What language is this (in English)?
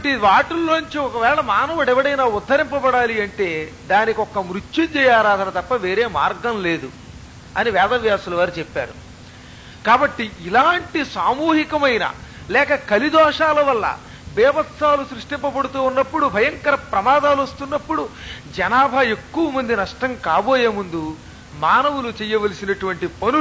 Telugu